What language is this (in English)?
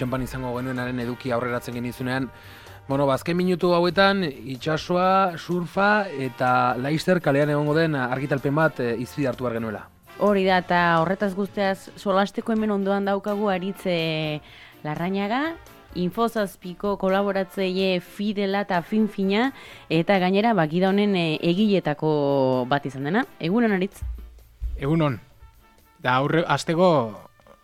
Basque